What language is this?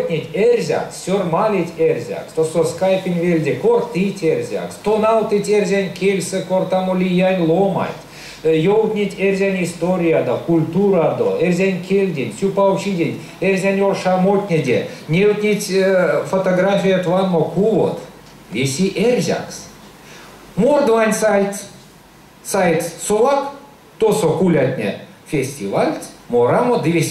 Erzya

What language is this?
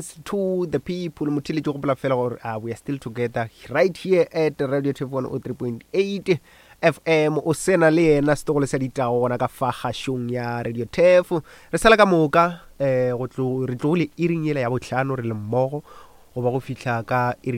Northern Sotho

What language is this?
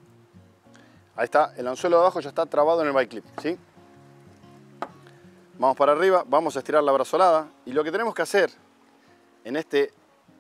Spanish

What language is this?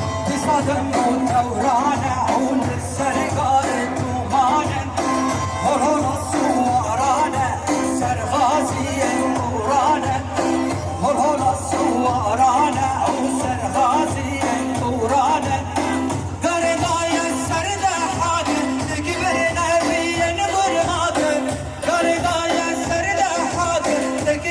Kurdish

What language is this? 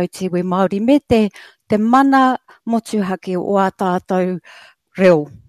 Māori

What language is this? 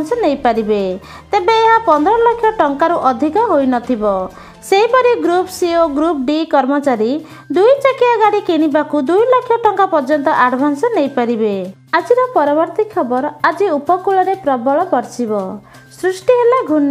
Odia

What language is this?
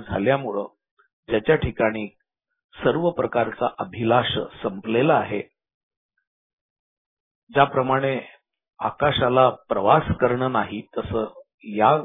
Marathi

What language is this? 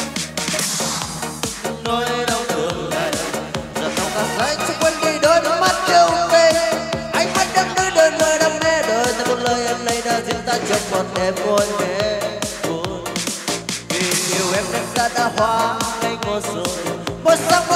Vietnamese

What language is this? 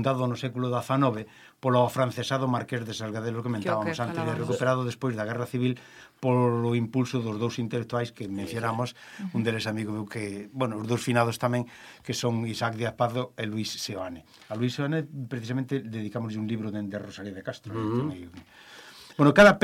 Galician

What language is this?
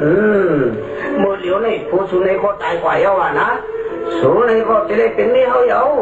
Shan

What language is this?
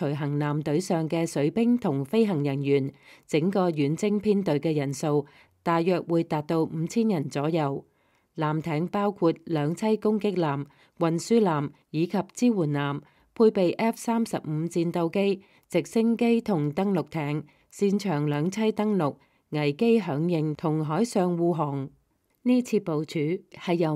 Cantonese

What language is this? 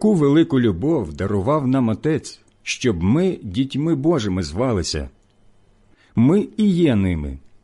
Ukrainian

